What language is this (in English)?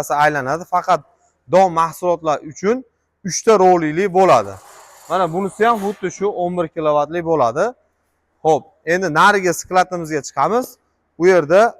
Uzbek